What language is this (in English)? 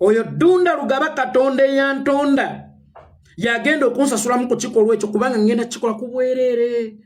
Ganda